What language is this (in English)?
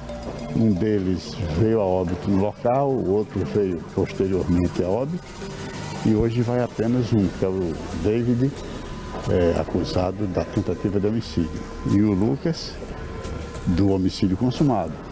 Portuguese